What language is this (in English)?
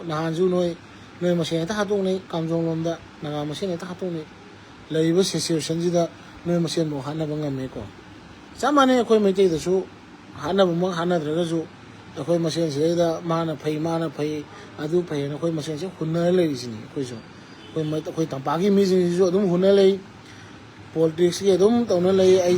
Manipuri